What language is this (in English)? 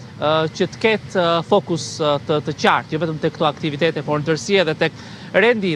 Albanian